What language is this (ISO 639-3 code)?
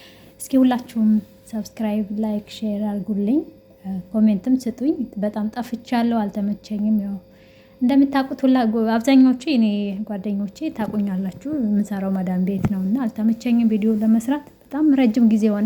amh